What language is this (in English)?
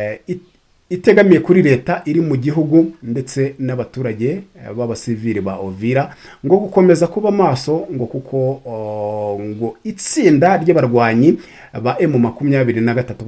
Kinyarwanda